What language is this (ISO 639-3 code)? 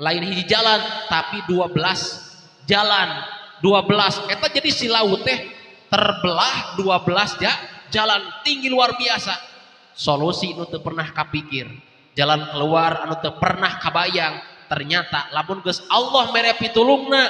sun